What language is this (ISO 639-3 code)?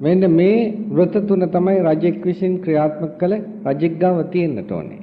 sin